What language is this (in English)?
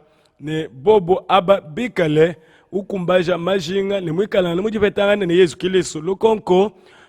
Luba-Lulua